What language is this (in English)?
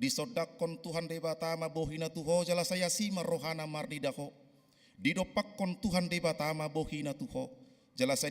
Batak Toba